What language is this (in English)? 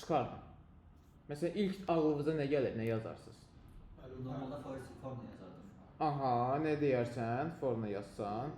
Azerbaijani